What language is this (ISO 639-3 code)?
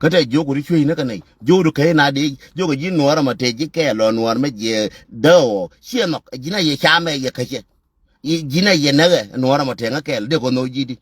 nus